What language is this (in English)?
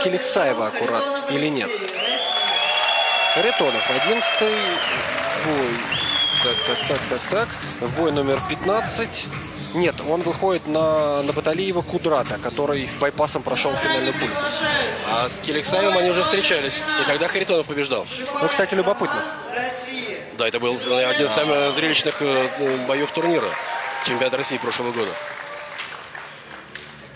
Russian